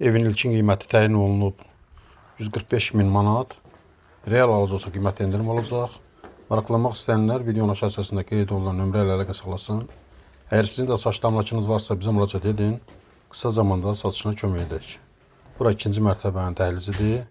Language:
Azerbaijani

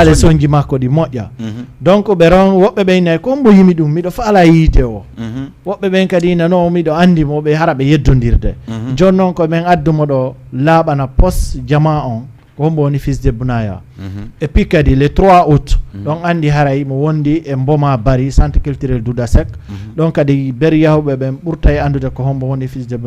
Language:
Fula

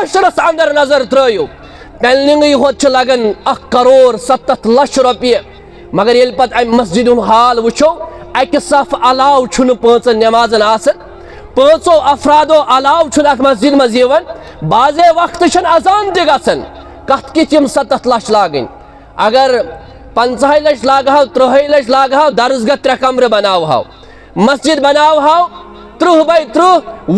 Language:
Kashmiri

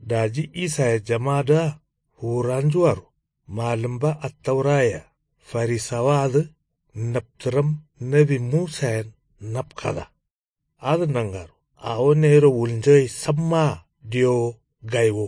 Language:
Kanuri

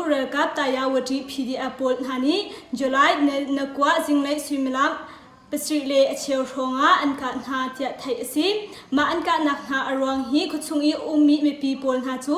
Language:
Hakha Chin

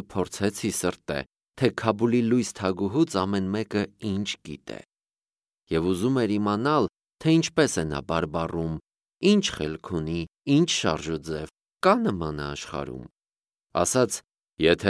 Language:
Armenian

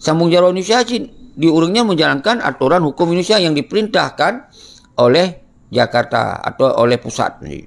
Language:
Achinese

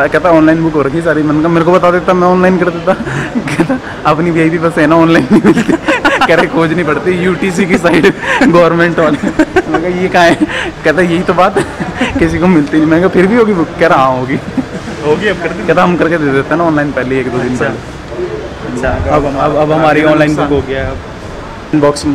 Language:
Hindi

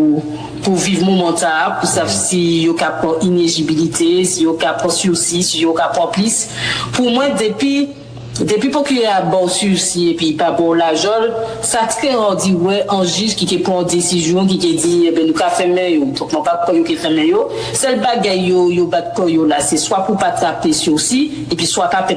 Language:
Guadeloupean Creole French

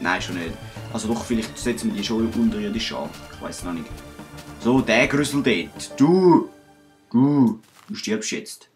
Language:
Swiss German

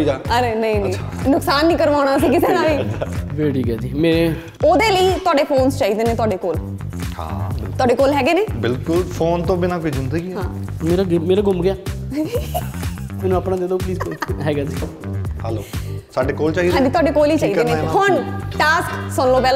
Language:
Punjabi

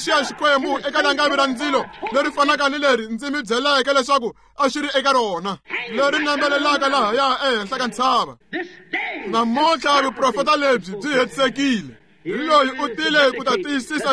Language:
Tsonga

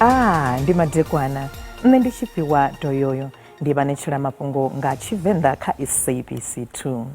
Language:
Venda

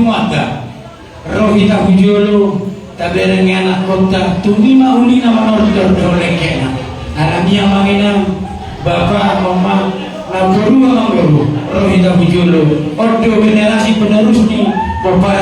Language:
Batak Toba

